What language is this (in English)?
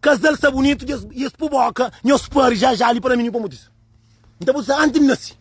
Kabuverdianu